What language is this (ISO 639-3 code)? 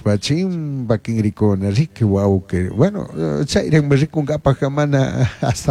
qug